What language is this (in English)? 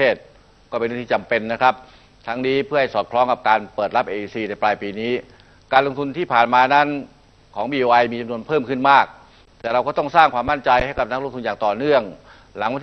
Thai